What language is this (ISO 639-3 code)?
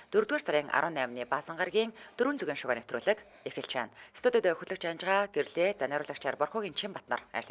mon